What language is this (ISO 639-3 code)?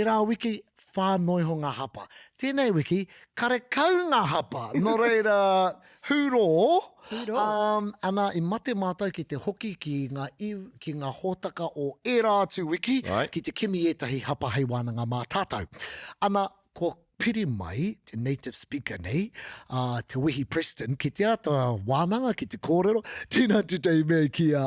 mri